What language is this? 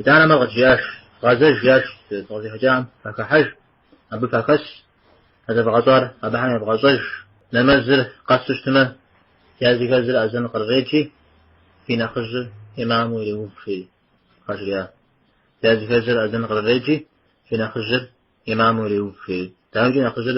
Kabardian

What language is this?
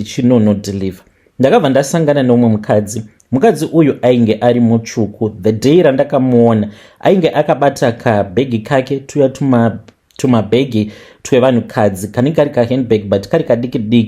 Shona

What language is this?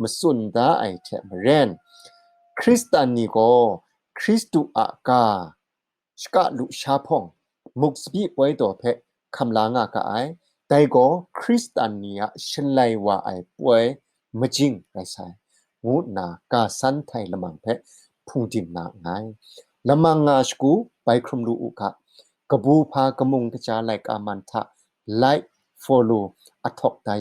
Kachin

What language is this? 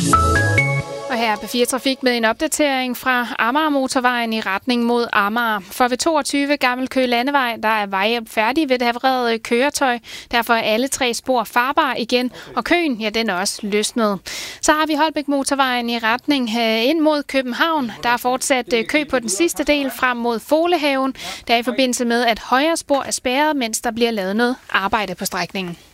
Danish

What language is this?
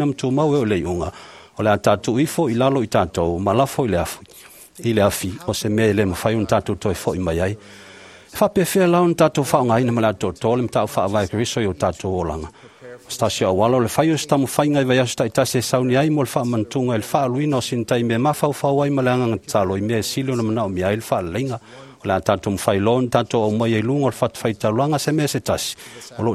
Samoan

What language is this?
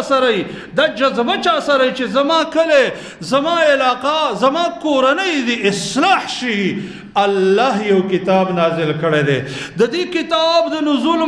Pashto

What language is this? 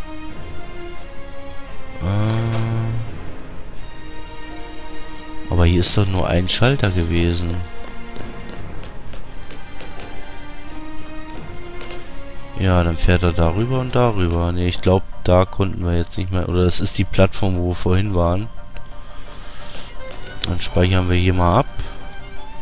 German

